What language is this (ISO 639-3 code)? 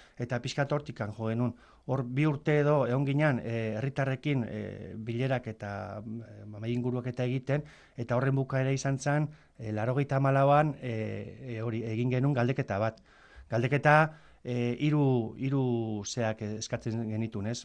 eus